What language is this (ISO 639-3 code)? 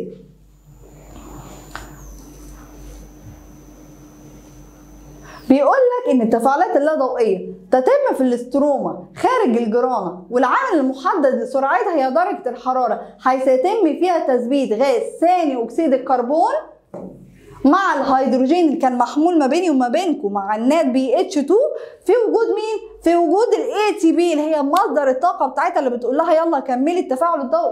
arz